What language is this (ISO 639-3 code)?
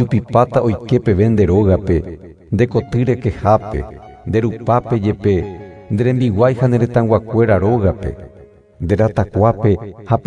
grn